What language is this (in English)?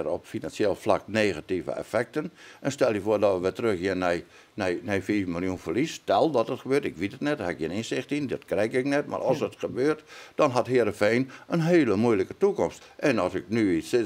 Western Frisian